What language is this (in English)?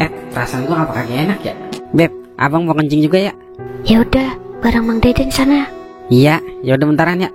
Betawi